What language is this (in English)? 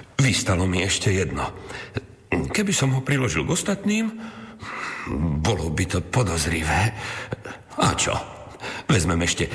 Slovak